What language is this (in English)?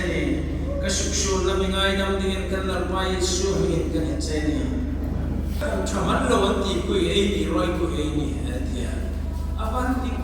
Hmar